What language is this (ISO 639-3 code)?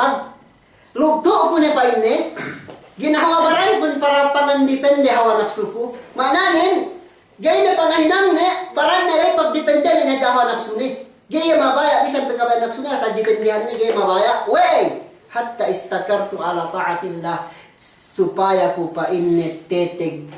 yka